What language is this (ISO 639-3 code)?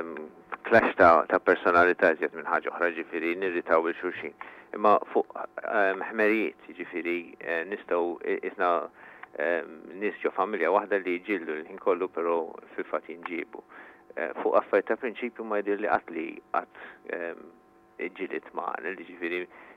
mlt